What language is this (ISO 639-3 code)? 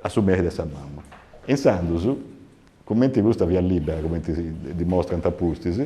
srd